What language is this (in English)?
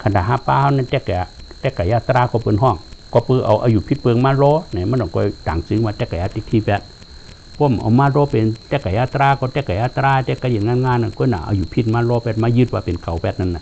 Shan